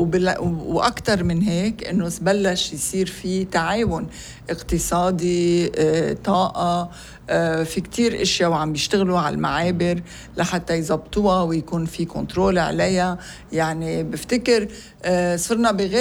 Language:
North Levantine Arabic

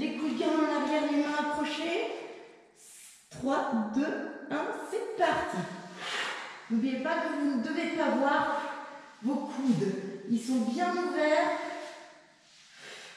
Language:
French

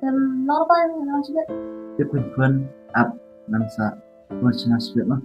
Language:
Khasi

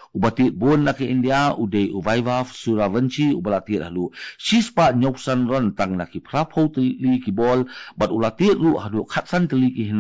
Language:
Khasi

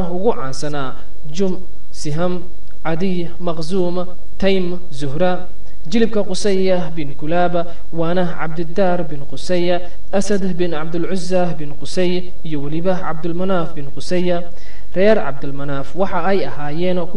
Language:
Somali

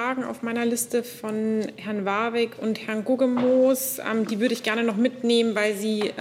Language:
German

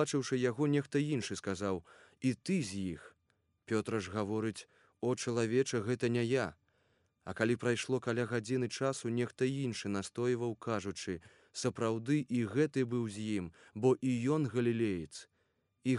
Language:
Belarusian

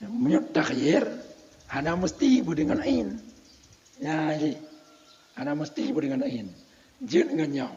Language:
Achinese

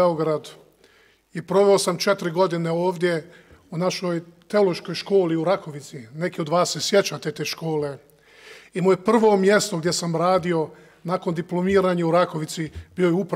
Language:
Serbian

